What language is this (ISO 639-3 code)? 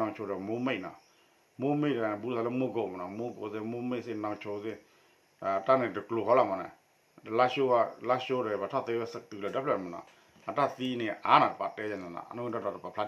ksw